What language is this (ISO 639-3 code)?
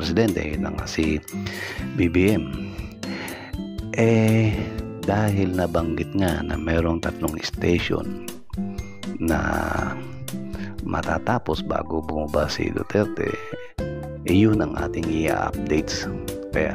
fil